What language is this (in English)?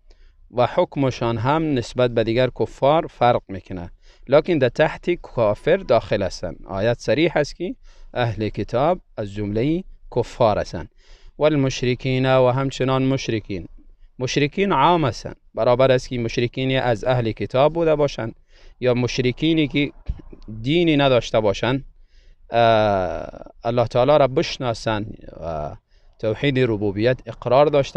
Tajik